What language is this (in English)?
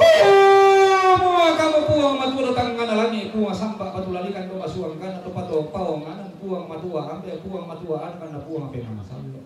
Toraja-Sa'dan